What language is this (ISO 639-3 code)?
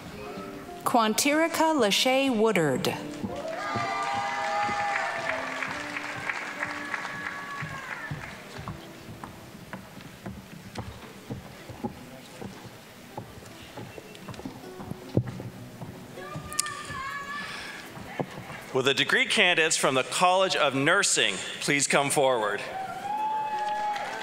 eng